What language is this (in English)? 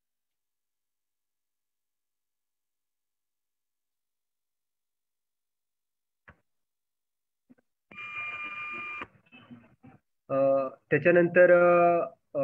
Marathi